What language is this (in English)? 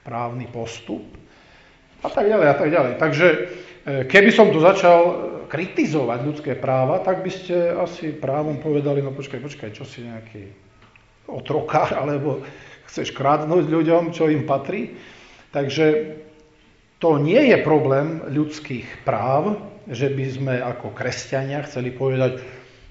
Slovak